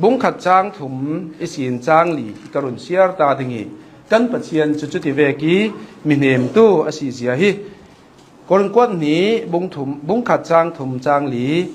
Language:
Hakha Chin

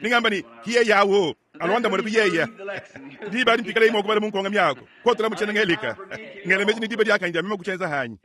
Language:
Luba-Lulua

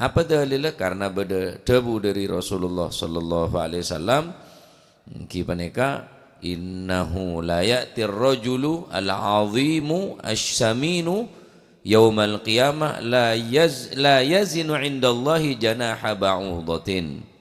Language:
Madurese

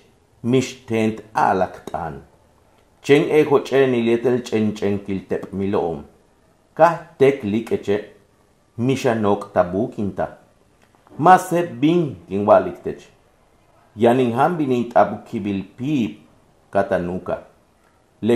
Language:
Yucateco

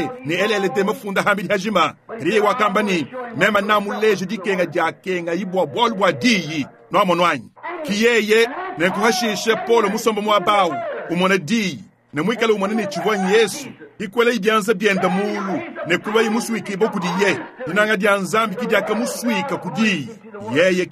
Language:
Luba-Lulua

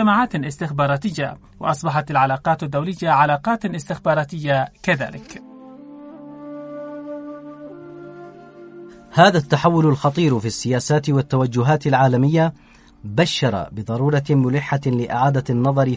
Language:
Arabic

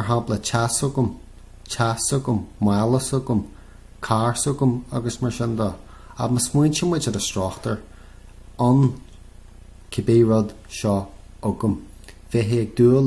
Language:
Irish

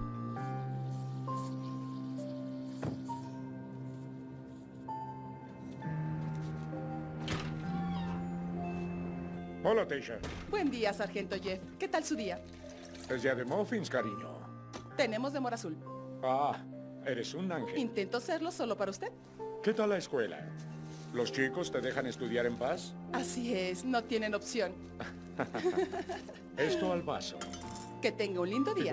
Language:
Spanish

